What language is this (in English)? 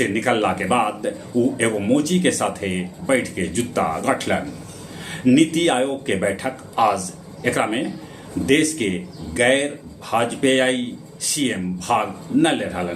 Magahi